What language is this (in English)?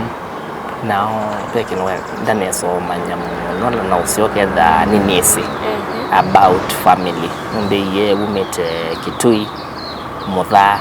Kamba